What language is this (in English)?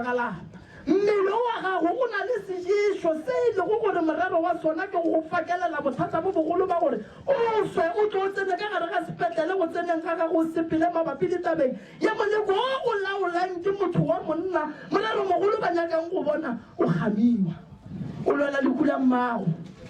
Northern Sotho